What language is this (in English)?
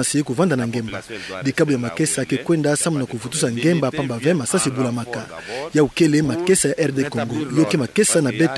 Kituba (Democratic Republic of Congo)